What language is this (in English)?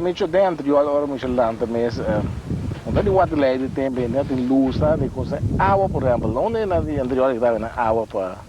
Papiamento